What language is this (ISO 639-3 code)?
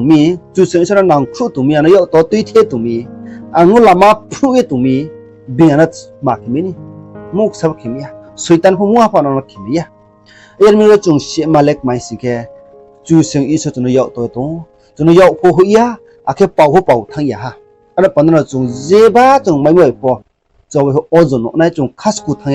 ria